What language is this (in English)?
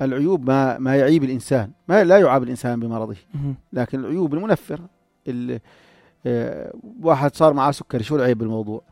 North Levantine Arabic